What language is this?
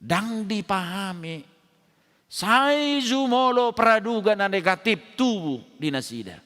Batak Toba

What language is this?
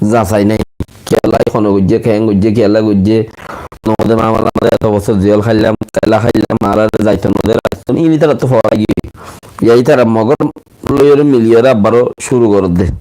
Rohingya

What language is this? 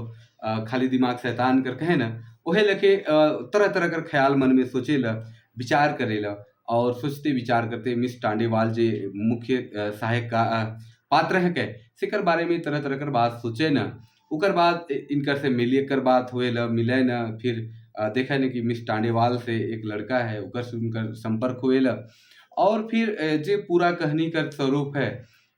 Sadri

